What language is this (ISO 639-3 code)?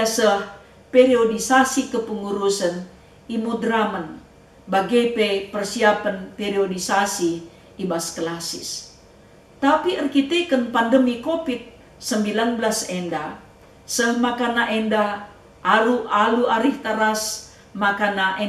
btx